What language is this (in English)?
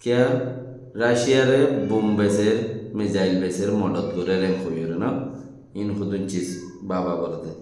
Rohingya